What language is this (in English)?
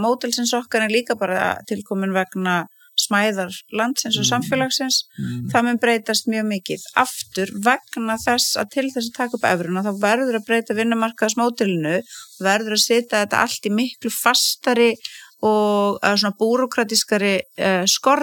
Icelandic